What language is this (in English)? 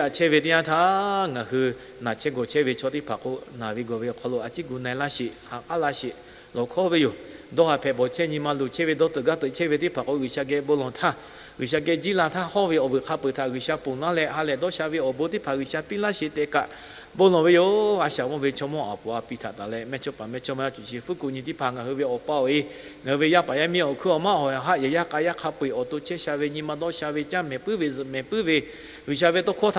Lahu